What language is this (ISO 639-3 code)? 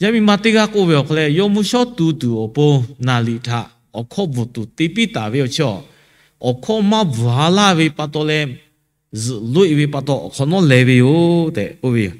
lhu